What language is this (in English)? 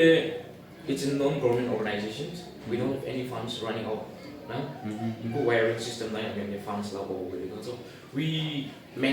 Naga Pidgin